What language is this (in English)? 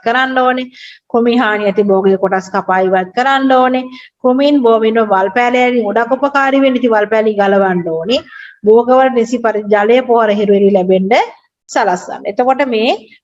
Sinhala